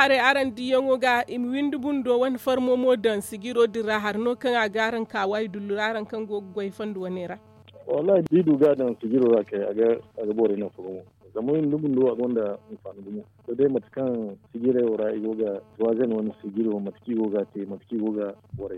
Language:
Zarma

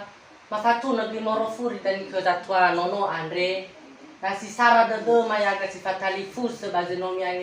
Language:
Nias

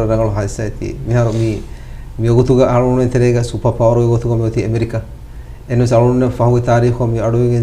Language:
Divehi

